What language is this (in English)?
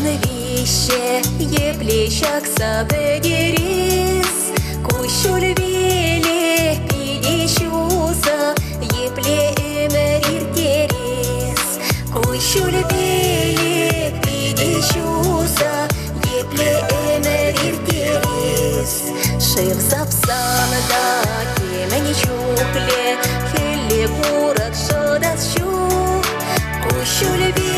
Chuvash